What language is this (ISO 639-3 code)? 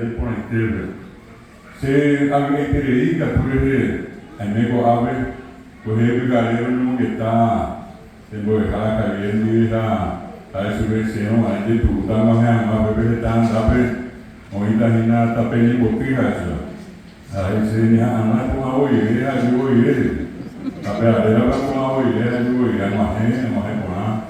grn